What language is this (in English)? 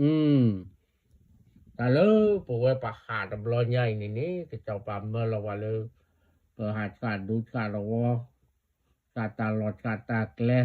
S'gaw Karen